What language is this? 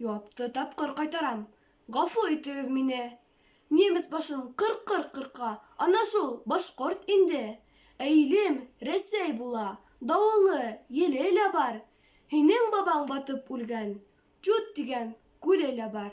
Bashkir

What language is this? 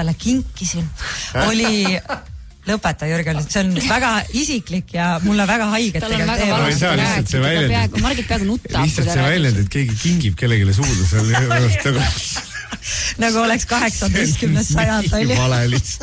Estonian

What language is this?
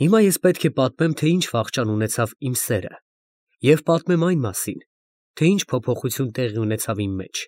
Armenian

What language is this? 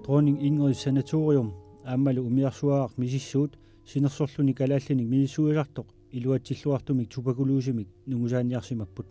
Kalaallisut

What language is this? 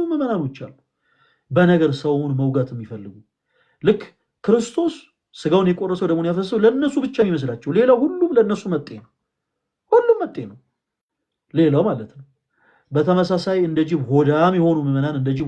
Amharic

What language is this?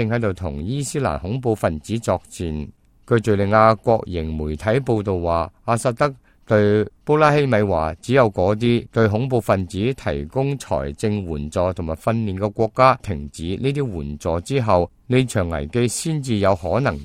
Cantonese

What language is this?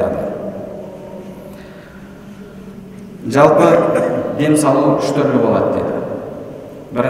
Kazakh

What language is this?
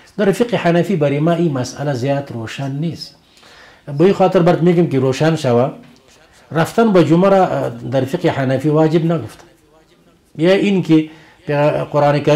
Persian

